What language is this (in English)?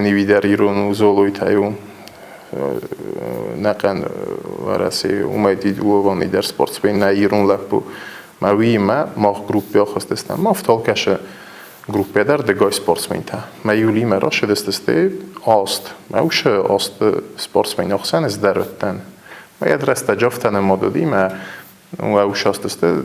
Ossetic